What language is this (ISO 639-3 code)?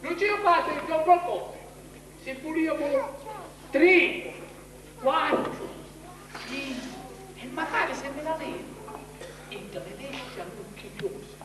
scn